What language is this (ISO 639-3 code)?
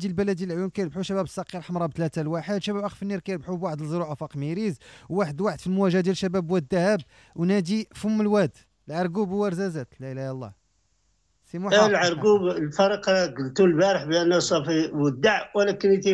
ary